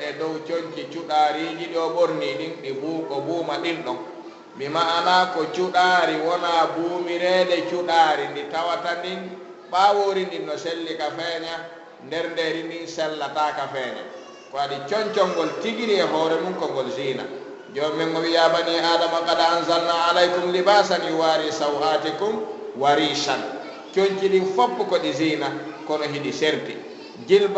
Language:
Fula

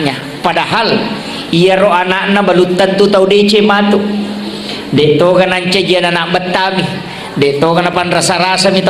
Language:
Buginese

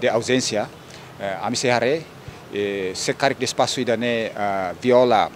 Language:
Tetum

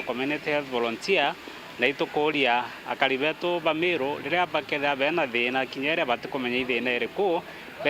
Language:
Meru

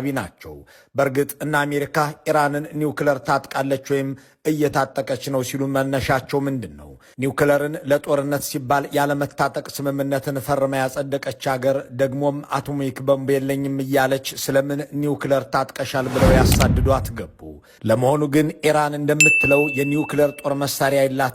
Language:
Amharic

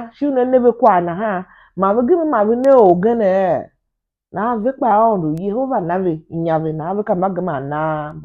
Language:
Tiv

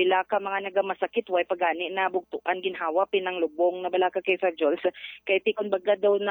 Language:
Hiligaynon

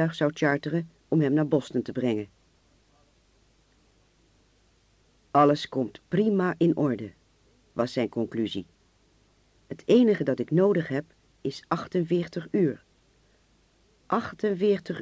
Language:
Dutch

